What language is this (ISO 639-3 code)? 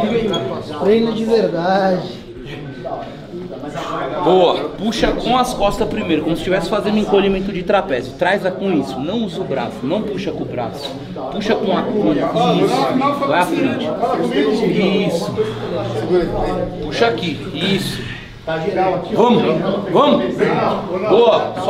por